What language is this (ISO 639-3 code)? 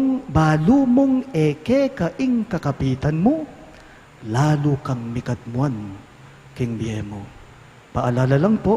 pam